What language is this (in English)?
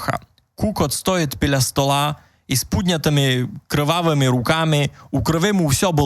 Rusyn